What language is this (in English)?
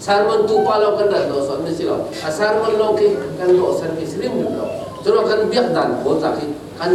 Falam Chin